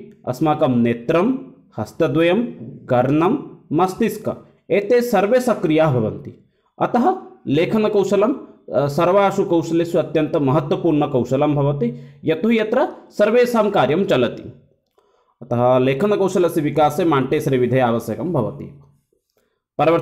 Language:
Sanskrit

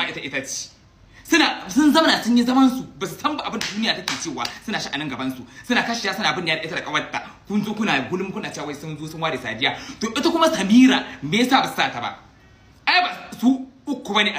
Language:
Hausa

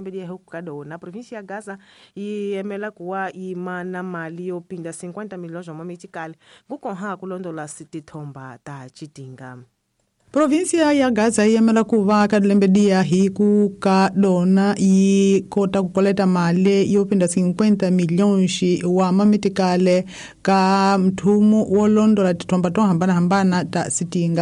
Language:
Tsonga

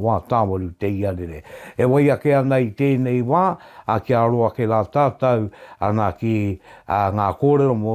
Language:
Māori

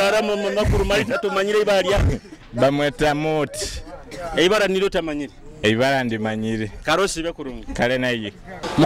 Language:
Nyoro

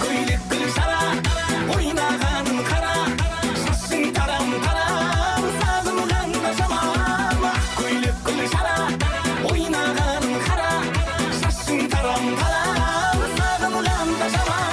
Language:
Kara-Kalpak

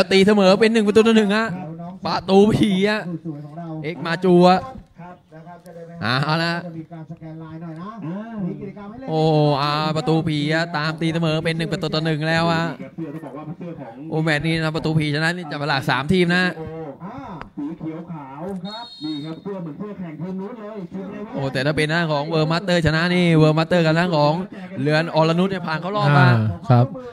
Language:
Thai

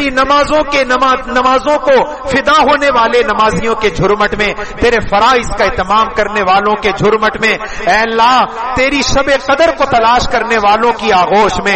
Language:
Urdu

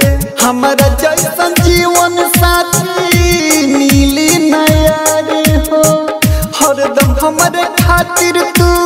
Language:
Bhojpuri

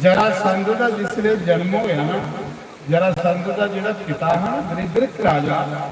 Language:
Dogri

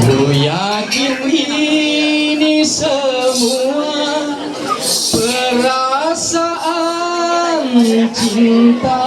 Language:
Ma'anyan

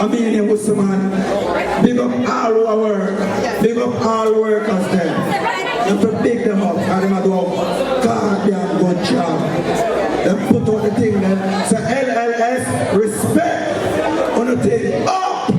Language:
Jamaican Creole English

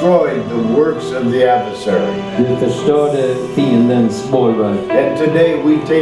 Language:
Swedish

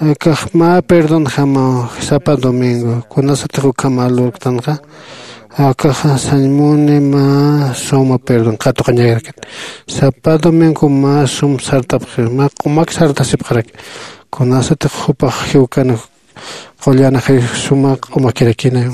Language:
Aymara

